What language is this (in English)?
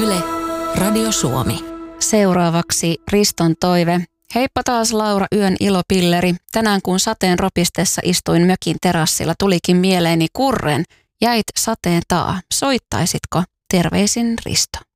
Finnish